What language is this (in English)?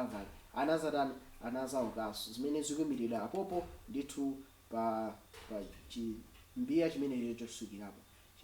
Nyanja